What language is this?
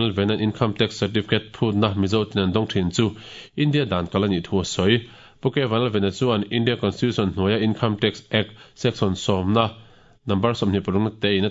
Mizo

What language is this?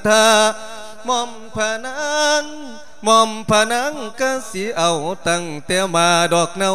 Lao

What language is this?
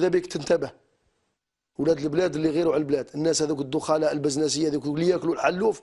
Algerian Arabic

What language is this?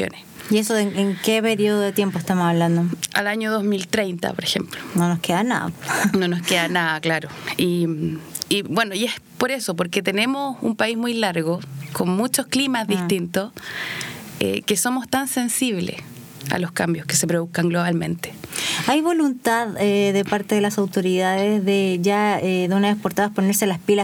Spanish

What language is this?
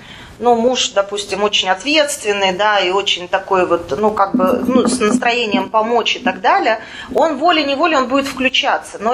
Russian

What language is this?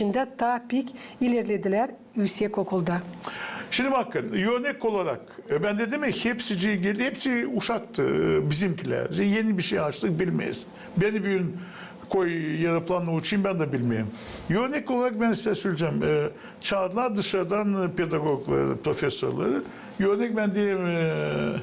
Gagauz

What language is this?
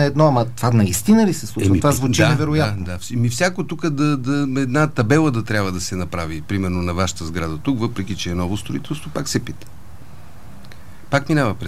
Bulgarian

